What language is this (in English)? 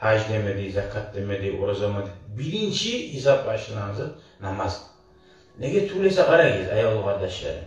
Kumyk